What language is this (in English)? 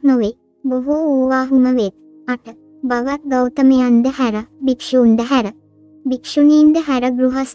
Sinhala